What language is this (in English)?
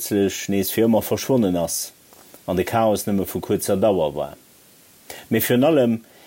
Luxembourgish